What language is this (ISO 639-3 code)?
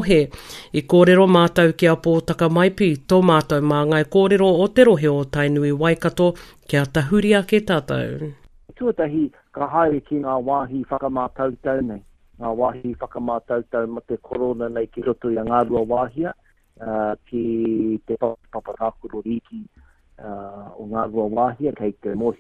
mri